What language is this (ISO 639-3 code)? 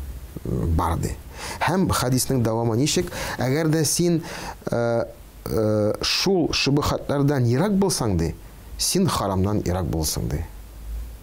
tat